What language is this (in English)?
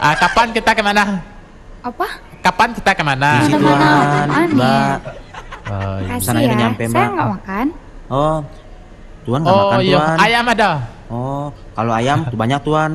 Minangkabau